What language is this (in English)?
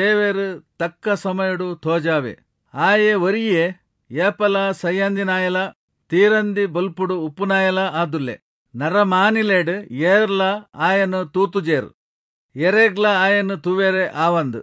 Tulu